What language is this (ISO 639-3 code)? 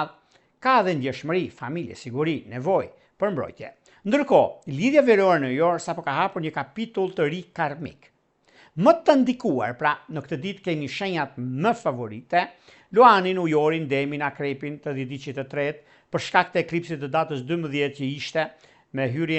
sqi